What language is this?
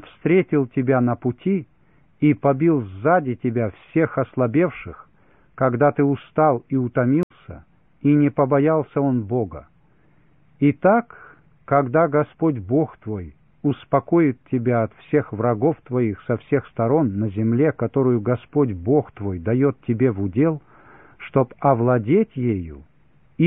Russian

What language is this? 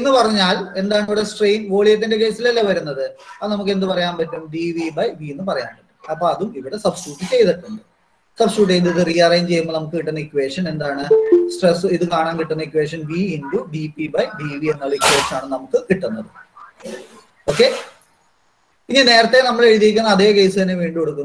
Malayalam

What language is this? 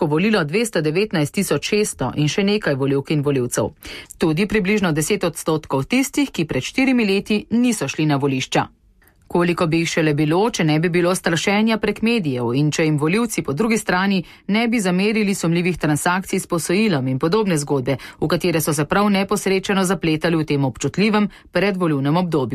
Slovenian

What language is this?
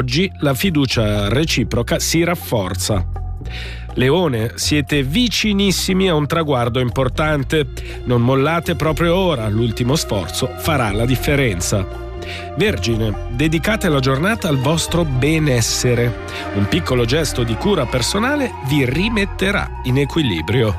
Italian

